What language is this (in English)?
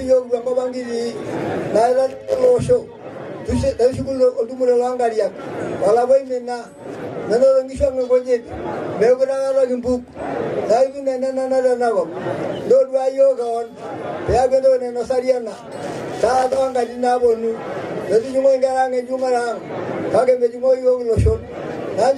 Masai